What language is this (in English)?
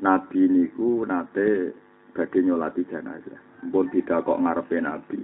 Javanese